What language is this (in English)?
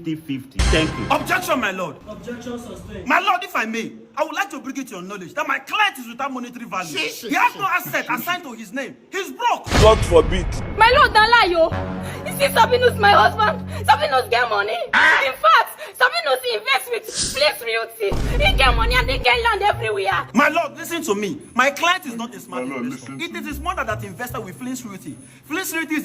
Nigerian Pidgin